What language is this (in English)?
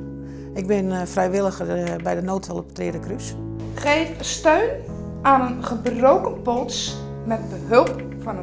Western Frisian